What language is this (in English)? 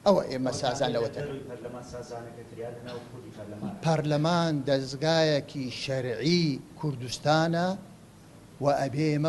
Central Kurdish